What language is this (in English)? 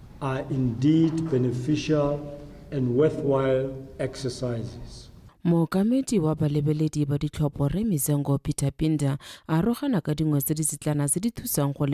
Tswana